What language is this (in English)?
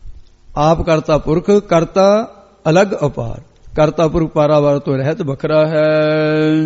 Punjabi